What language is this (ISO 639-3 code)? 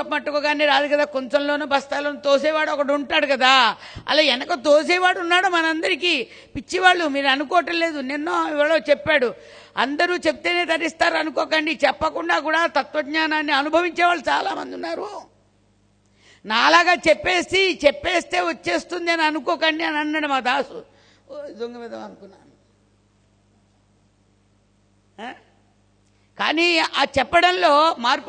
tel